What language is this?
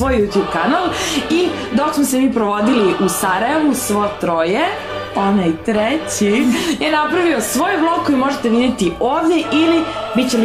Serbian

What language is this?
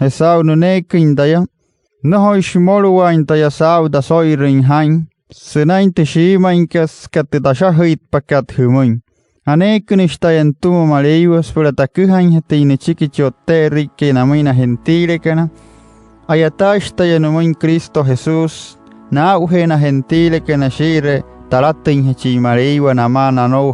Wayuu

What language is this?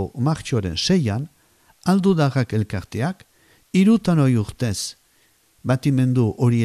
Basque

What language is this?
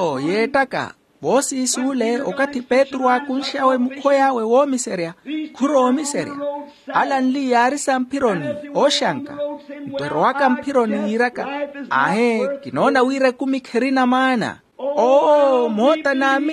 Makhuwa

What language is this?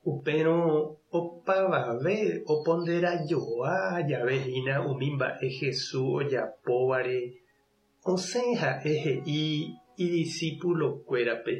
Guarani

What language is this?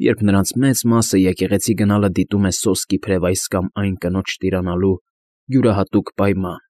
Armenian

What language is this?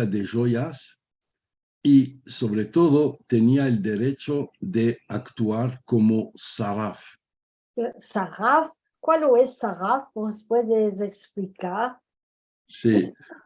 Ladino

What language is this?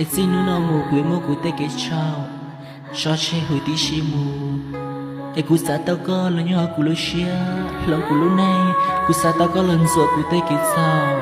Hmong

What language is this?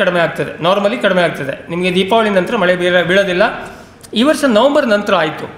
Kannada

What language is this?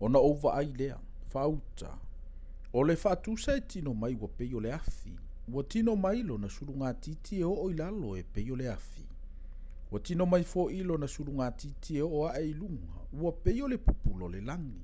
Samoan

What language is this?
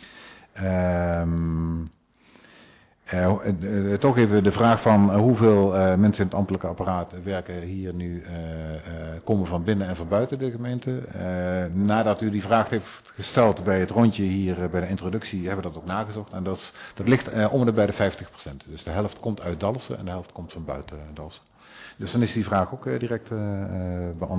Dutch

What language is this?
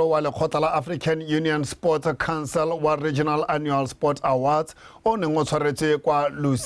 Tswana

